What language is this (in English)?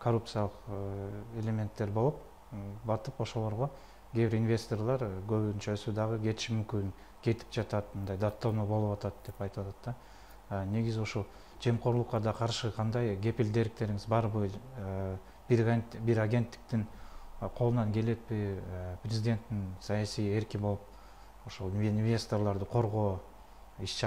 Kyrgyz